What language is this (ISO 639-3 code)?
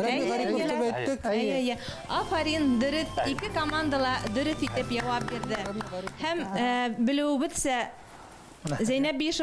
bak